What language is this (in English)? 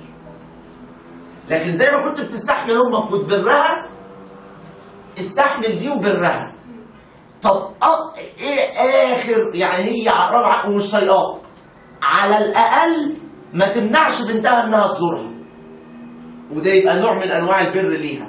Egyptian Arabic